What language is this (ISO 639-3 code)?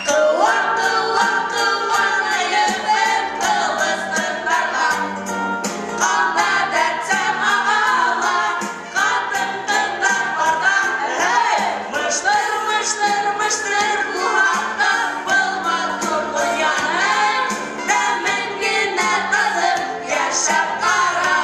bak